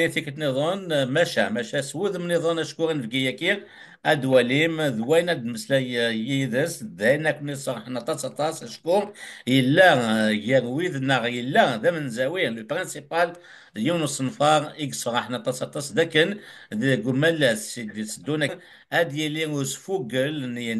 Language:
Kabyle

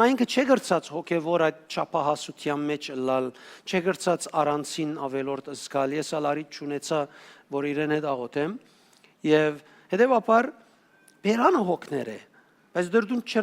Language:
Western Armenian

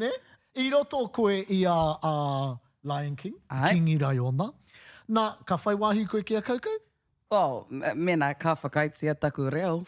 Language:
Māori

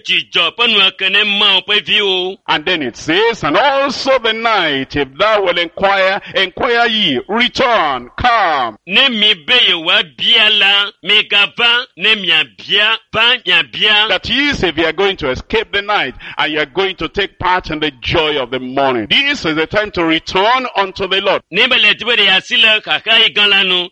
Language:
Ewe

